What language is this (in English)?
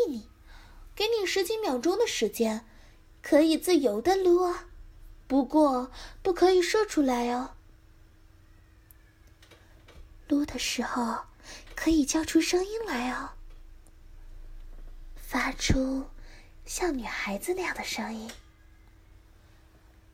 Chinese